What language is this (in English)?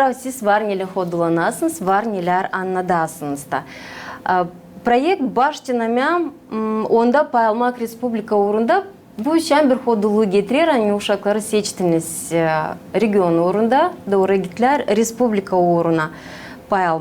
Gagauz